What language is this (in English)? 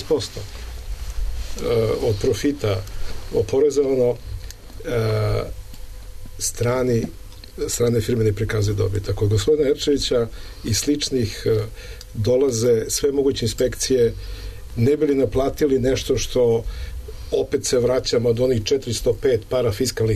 Serbian